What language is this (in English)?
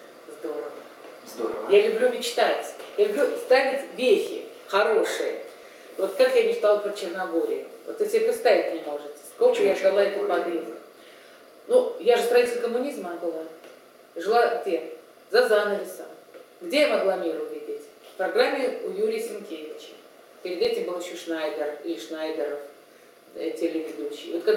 Russian